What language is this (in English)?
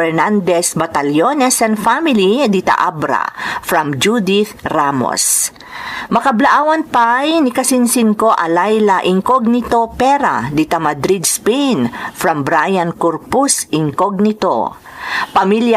Iloko